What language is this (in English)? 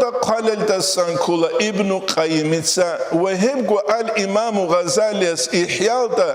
Avaric